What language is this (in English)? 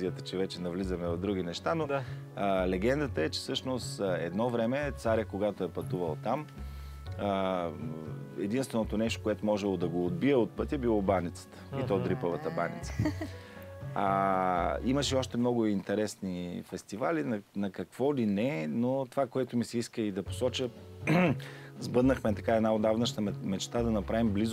Bulgarian